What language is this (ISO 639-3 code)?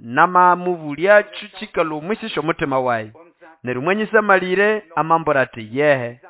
nnb